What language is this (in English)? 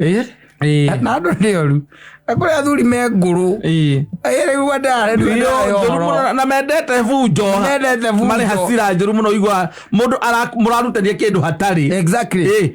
Kikuyu